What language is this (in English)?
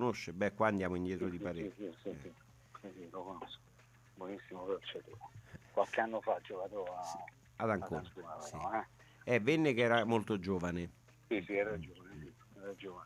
Italian